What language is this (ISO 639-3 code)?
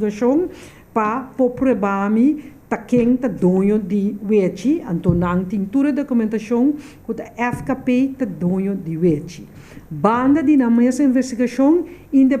pap